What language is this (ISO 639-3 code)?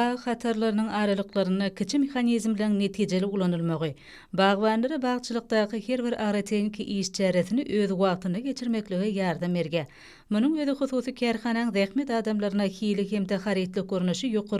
tuk